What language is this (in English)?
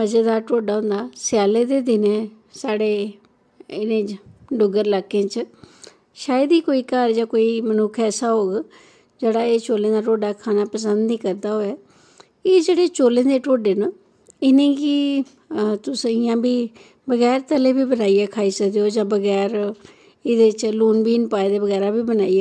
Dogri